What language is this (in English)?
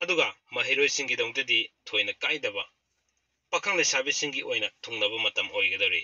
Manipuri